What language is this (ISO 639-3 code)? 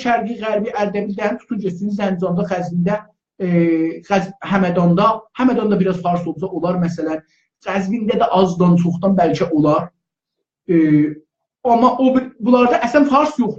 azb